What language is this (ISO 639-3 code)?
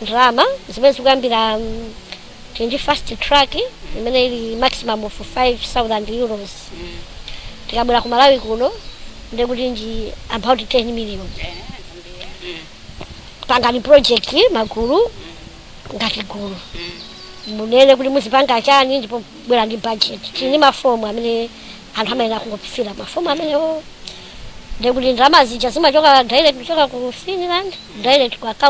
nya